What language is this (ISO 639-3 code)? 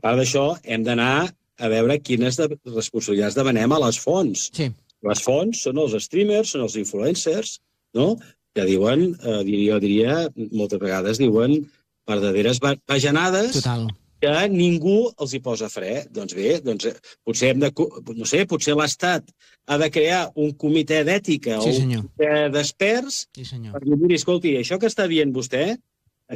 cat